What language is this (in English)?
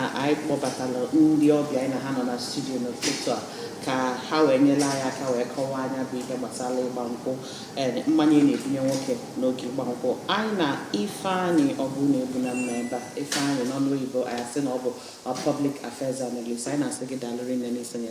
Igbo